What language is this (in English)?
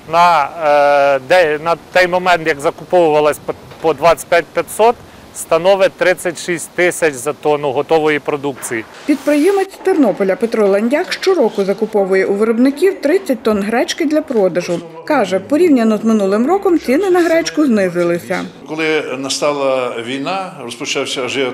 Ukrainian